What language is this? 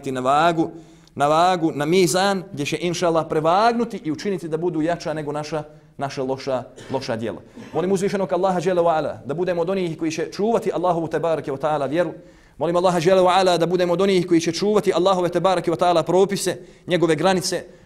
Bosnian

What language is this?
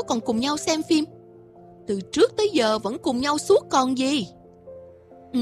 Vietnamese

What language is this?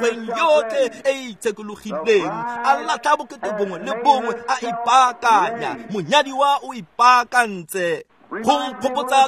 Tswana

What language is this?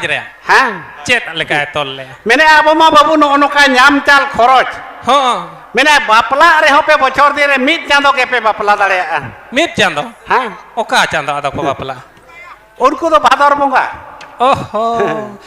Santali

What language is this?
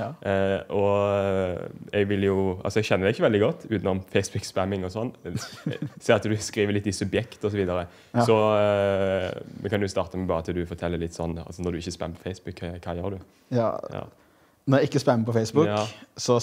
Norwegian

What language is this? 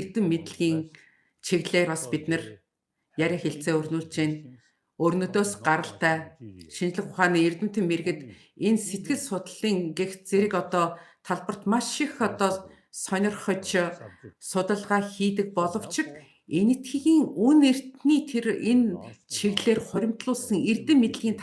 Mongolian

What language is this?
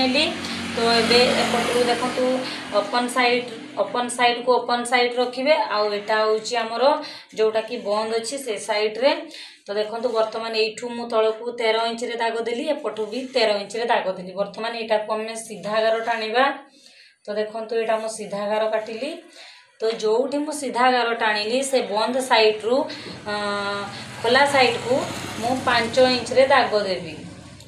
Odia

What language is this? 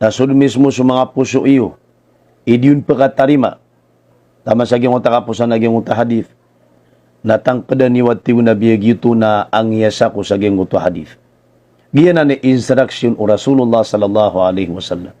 Maranao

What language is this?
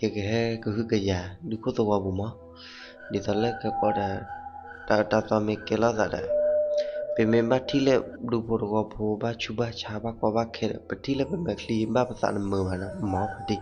S'gaw Karen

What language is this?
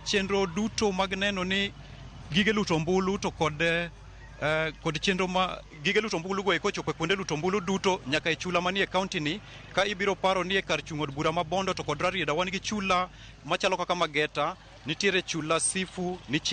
Luo (Kenya and Tanzania)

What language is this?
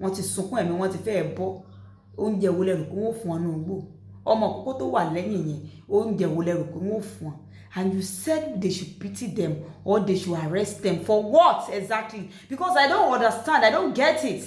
Yoruba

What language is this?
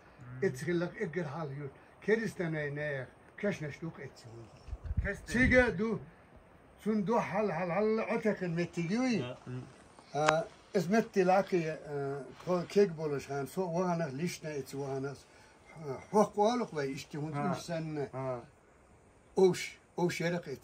Chechen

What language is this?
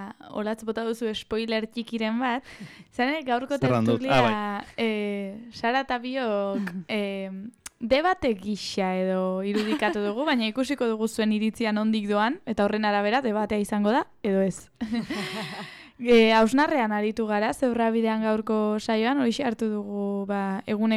Basque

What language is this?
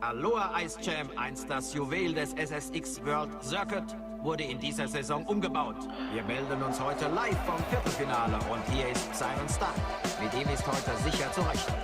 Swiss German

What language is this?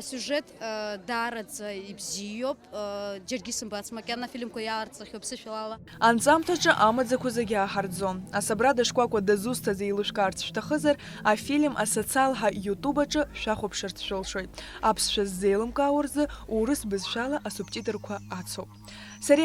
Abkhazian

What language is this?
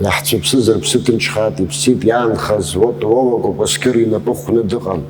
Abkhazian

